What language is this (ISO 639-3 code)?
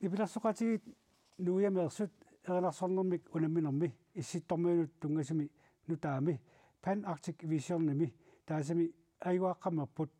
kal